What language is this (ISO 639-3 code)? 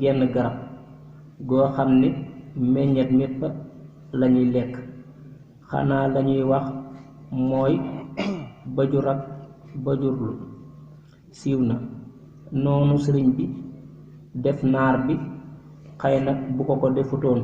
wol